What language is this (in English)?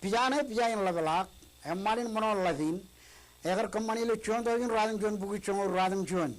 Marshallese